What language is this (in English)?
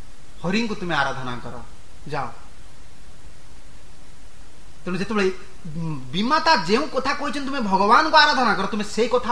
Odia